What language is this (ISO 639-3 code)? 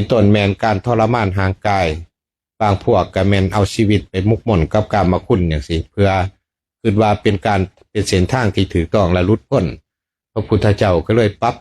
lao